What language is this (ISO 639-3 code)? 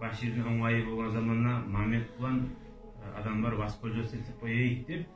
kum